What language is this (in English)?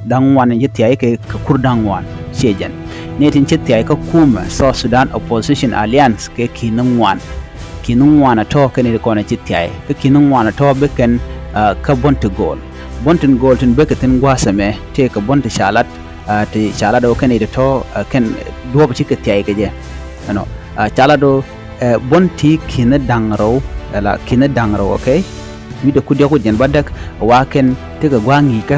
Nuer